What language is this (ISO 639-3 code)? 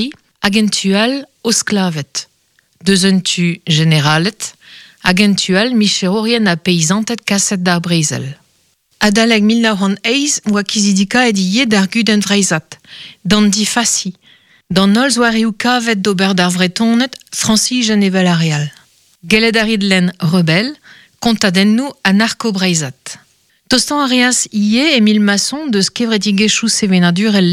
bre